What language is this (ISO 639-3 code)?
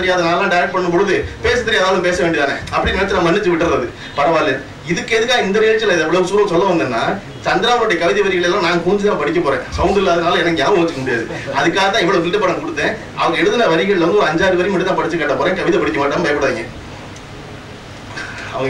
tam